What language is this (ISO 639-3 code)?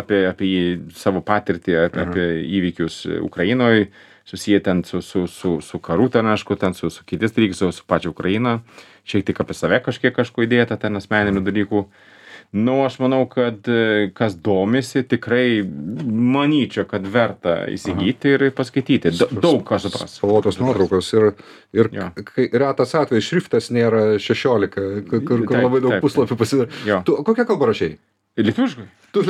lit